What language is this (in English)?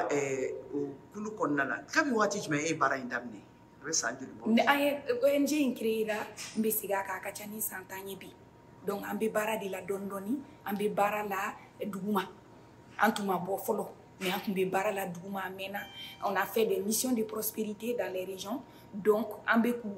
Bambara